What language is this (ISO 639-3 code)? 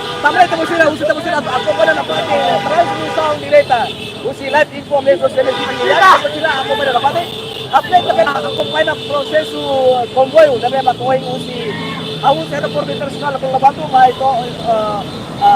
tet